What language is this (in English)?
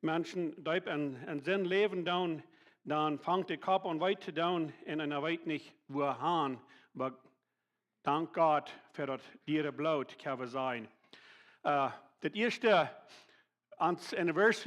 Plautdietsch